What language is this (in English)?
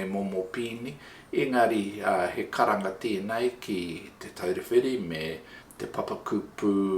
Māori